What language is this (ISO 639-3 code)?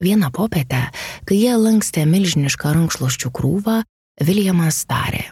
lit